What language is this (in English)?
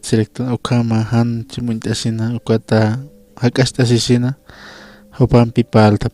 Aymara